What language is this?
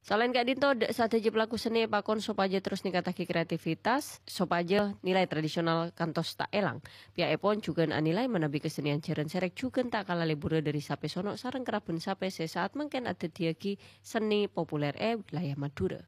Madurese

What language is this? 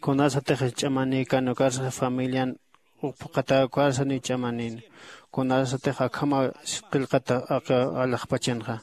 Aymara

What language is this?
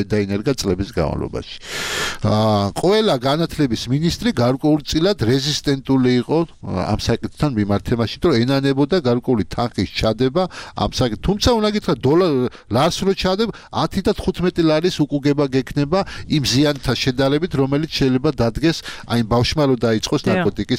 Georgian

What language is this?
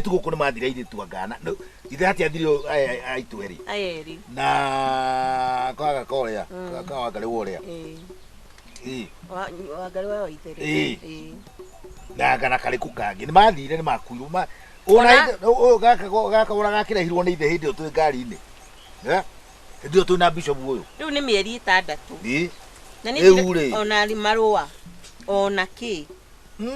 Kikuyu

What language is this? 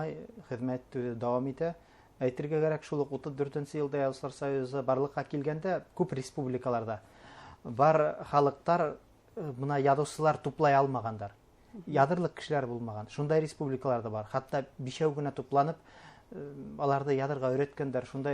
Bashkir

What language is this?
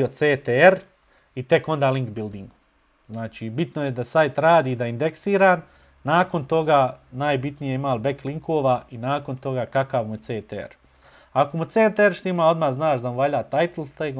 Bosnian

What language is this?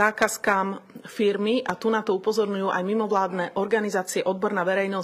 Slovak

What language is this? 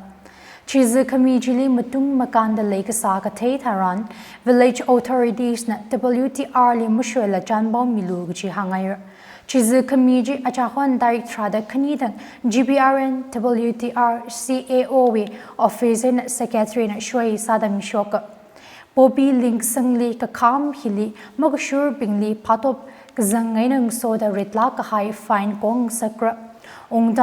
Tangkhul Naga (India)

